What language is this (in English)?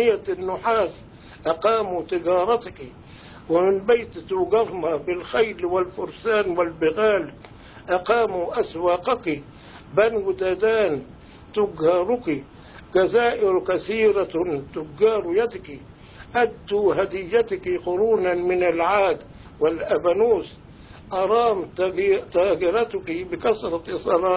Arabic